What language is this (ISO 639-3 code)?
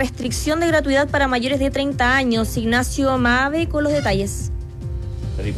spa